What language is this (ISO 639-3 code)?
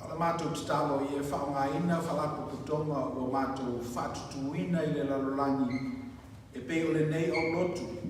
smo